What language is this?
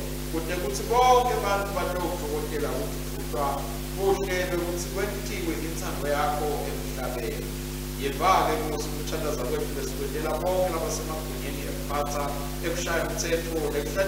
Swati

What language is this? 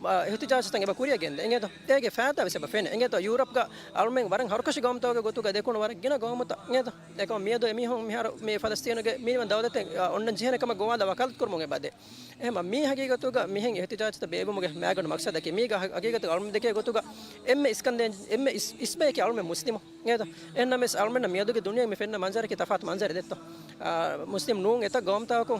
Divehi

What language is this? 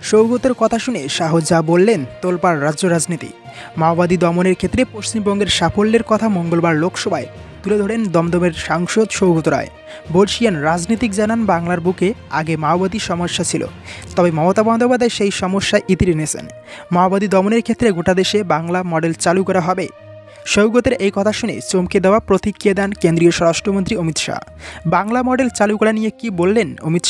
Bangla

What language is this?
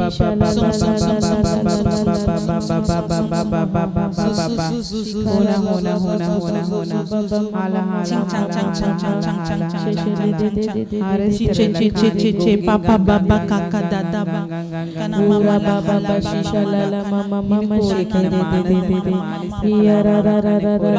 Tem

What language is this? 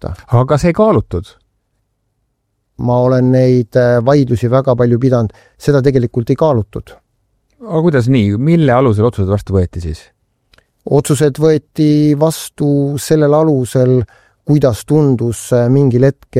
Estonian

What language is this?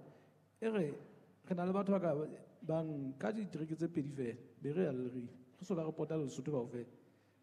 Southern Sotho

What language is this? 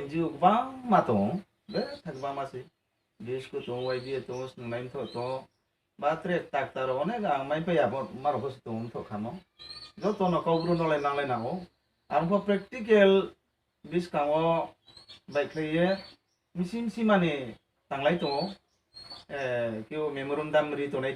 Riang (India)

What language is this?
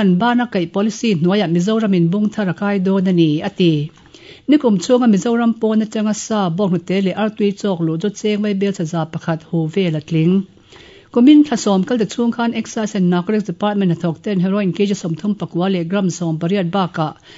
Mizo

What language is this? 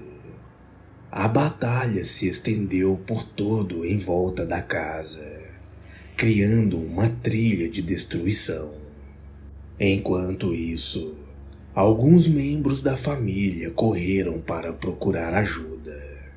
Portuguese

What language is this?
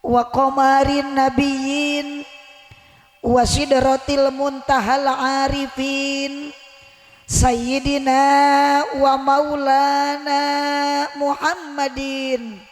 Sundanese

